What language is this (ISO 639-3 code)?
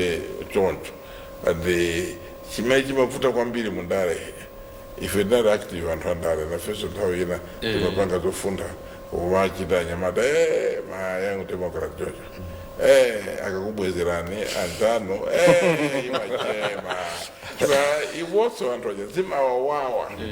nya